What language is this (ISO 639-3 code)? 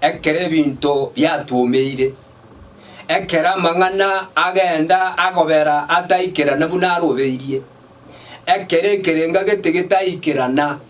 guz